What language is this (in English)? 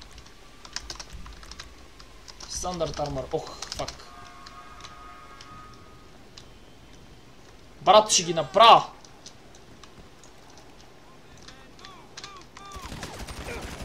Bulgarian